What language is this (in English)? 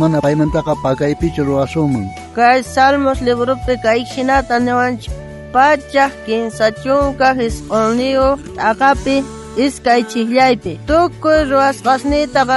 South Bolivian Quechua